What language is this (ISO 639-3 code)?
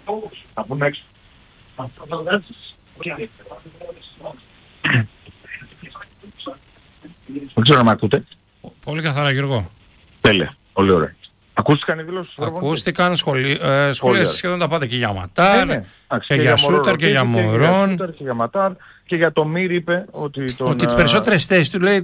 ell